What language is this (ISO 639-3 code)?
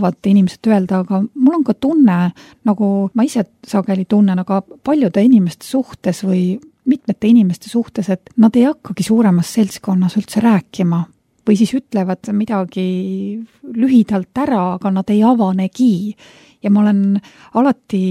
est